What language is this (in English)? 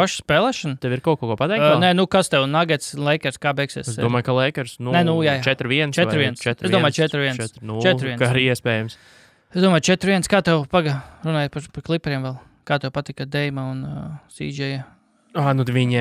Latvian